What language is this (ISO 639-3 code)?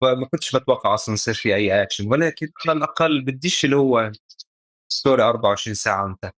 apc